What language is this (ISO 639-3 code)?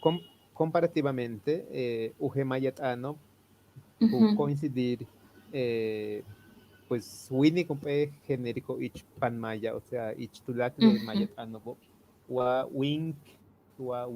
yua